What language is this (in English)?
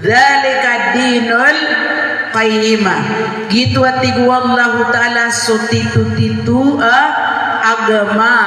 Maranao